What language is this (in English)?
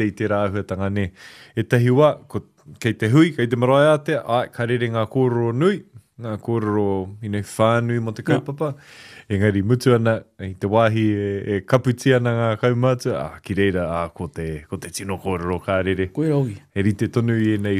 Māori